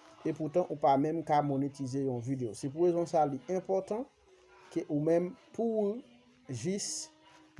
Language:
Haitian Creole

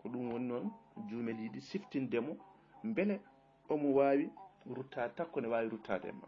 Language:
Fula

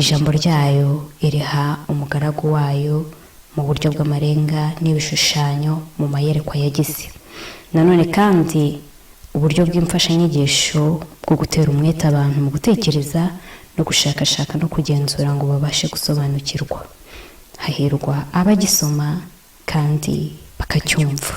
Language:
Kinyarwanda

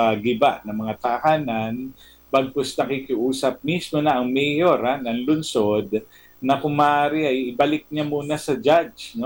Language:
Filipino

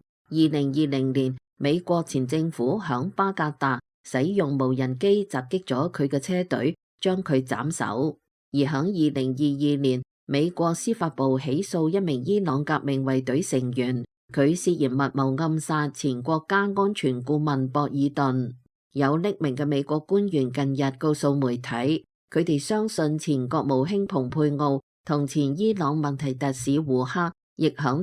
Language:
Cantonese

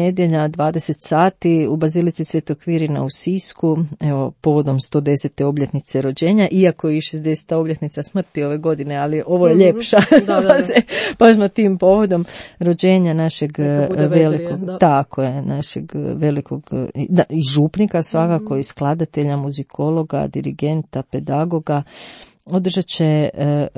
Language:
Croatian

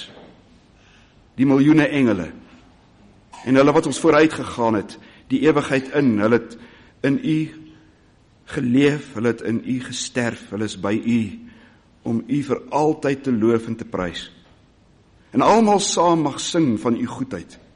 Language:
Afrikaans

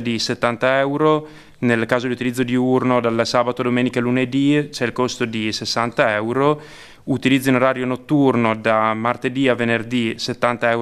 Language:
Italian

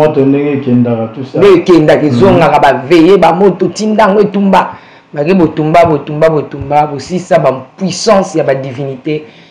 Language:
Lingala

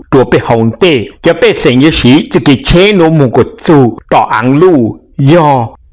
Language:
Hmong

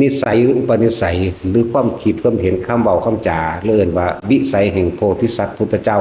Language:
Northeastern Thai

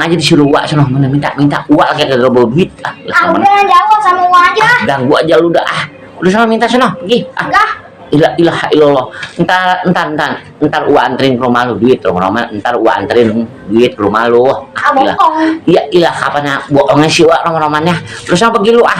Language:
Betawi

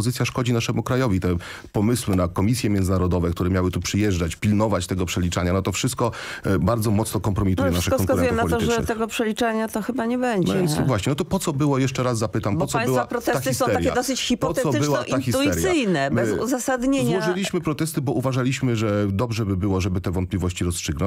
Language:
Polish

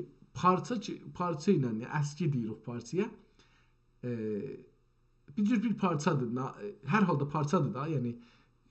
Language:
South Azerbaijani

